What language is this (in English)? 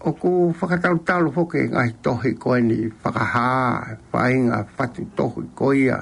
Tongan